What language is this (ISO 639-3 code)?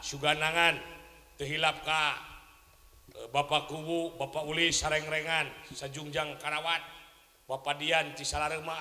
sun